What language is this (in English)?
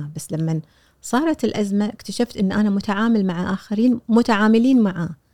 Gulf Arabic